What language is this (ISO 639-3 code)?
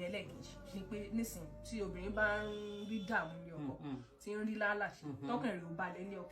yor